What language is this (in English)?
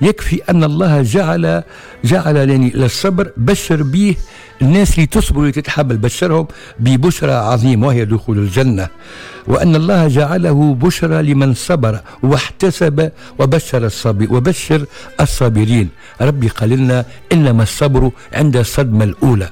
Tunisian Arabic